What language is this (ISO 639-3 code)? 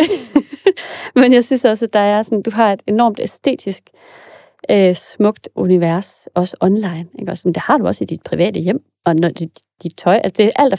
dan